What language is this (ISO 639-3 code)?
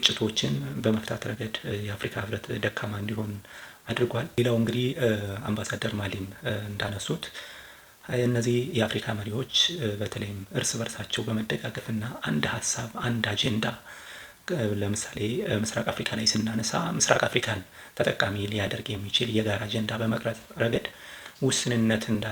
amh